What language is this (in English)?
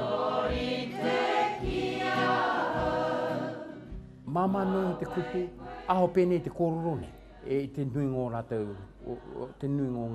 Māori